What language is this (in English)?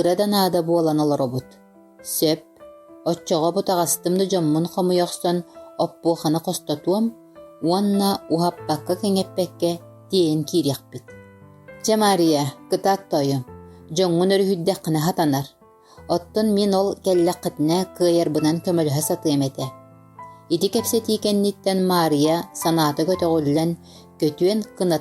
Yakut